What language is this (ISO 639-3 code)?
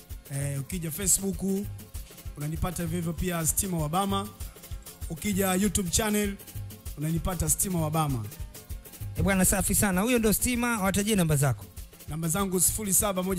swa